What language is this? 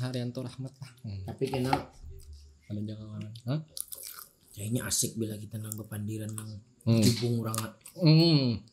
Banjar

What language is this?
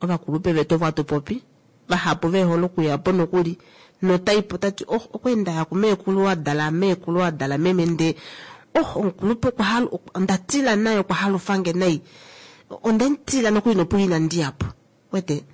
Kuanyama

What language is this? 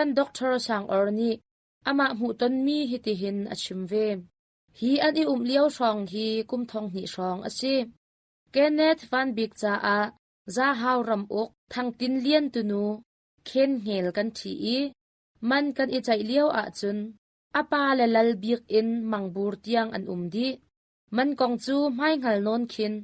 Hakha Chin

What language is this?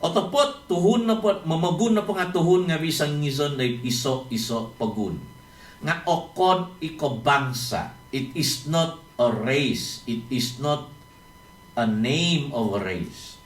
Central Dusun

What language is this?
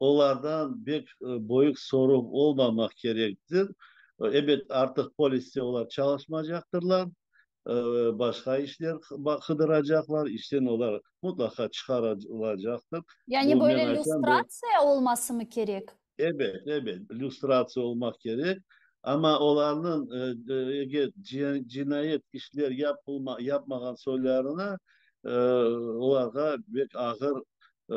Crimean Tatar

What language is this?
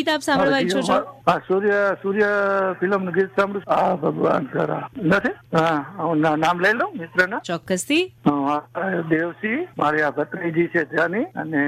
Gujarati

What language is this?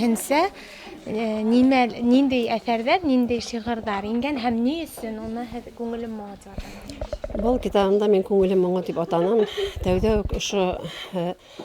Bashkir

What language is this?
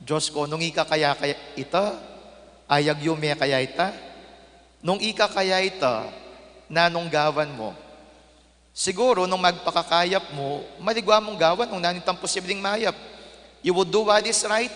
Pampanga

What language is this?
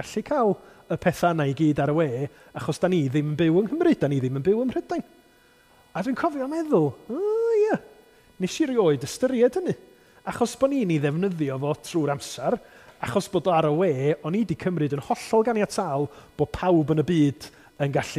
Welsh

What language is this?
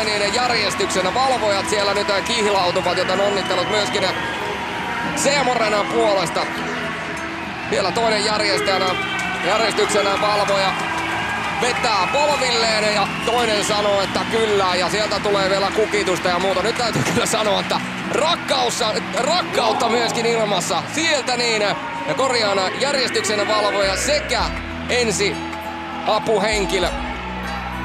Finnish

